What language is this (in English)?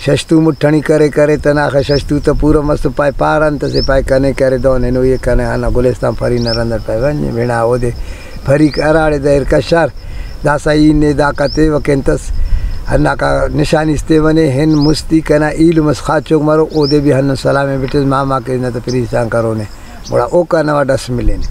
Brahui